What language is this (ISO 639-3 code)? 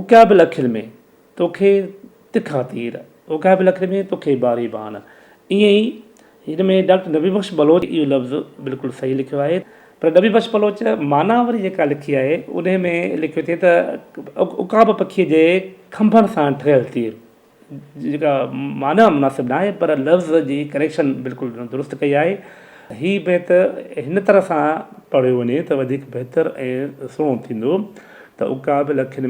snd